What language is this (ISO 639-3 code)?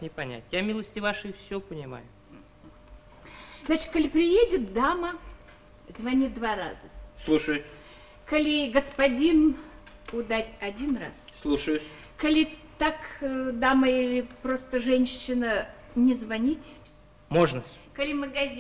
rus